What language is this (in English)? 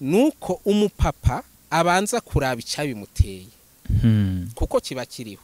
Rundi